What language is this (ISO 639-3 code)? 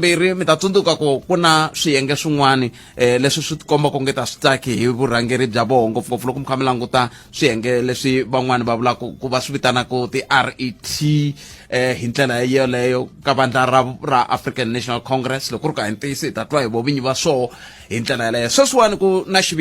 tso